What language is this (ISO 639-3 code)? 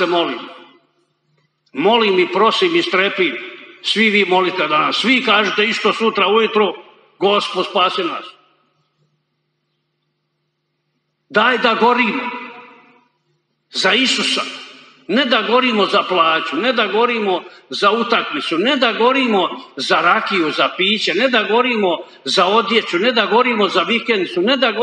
hrv